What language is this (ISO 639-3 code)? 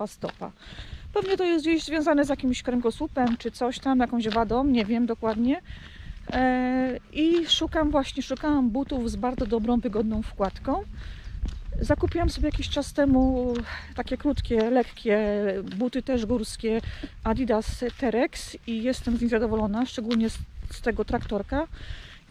pol